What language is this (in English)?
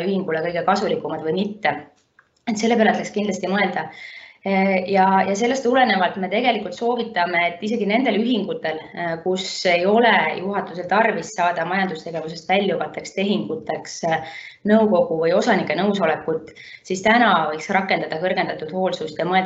Estonian